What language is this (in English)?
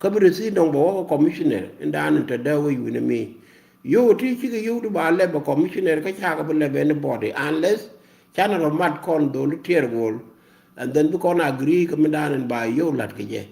Nuer